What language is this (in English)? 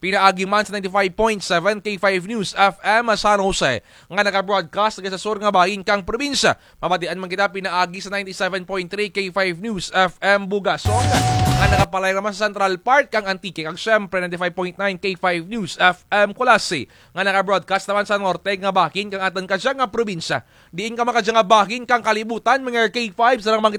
Kinaray-a